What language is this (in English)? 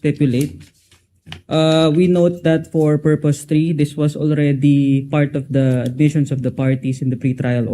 Waray